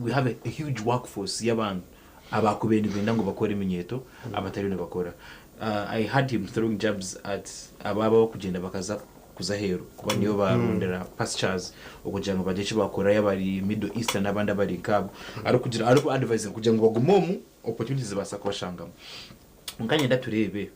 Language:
Nyankole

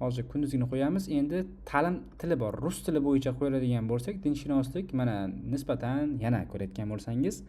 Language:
Uzbek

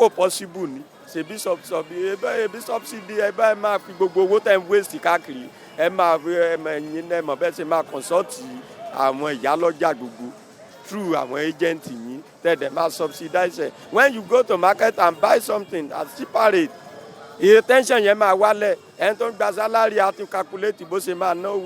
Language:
Yoruba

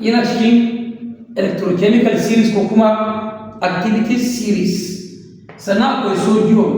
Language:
Hausa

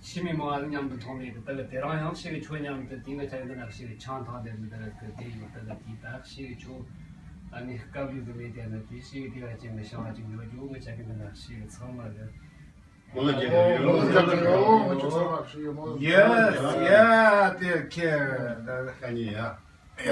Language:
Tibetan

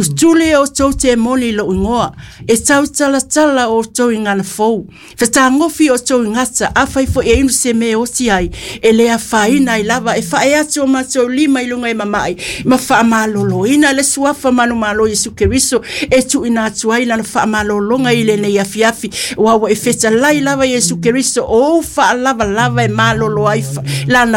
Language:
Samoan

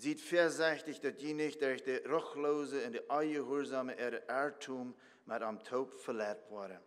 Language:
Plautdietsch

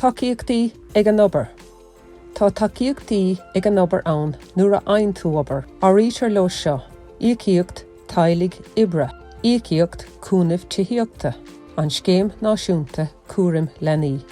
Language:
Irish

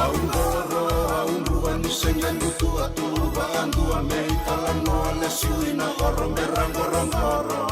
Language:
Fijian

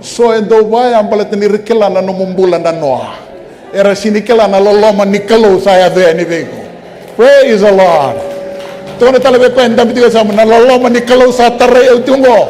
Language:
Fijian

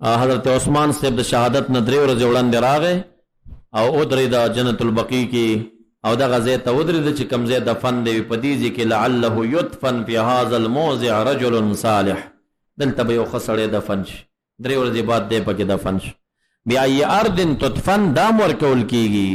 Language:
Pashto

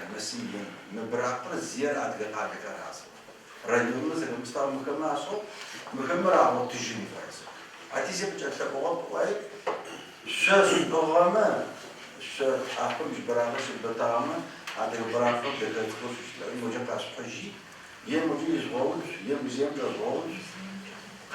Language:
Adyghe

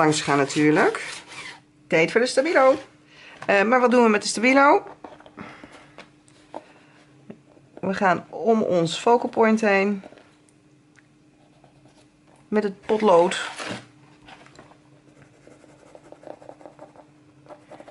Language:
Dutch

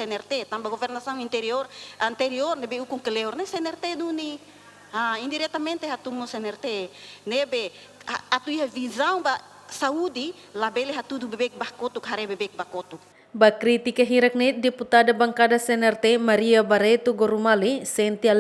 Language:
Tetum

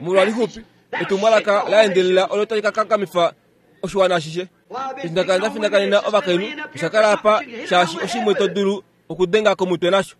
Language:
Kuanyama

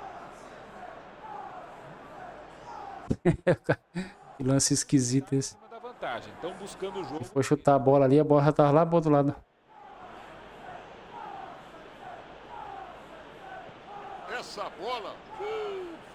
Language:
Portuguese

